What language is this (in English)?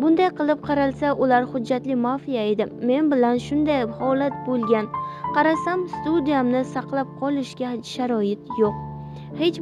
Uzbek